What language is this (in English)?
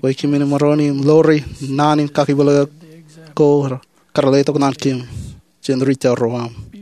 Marshallese